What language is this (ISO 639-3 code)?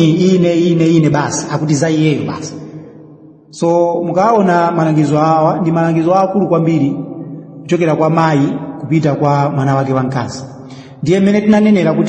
nya